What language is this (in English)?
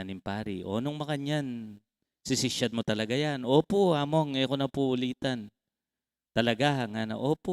Pampanga